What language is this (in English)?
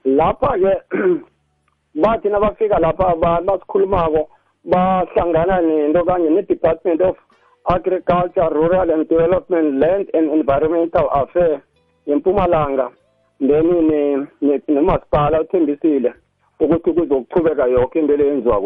South Ndebele